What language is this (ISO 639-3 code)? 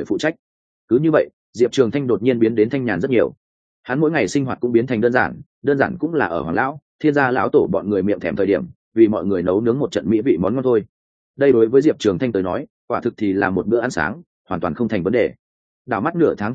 vie